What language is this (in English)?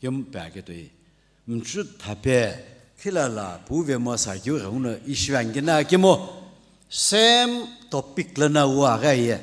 Sumi Naga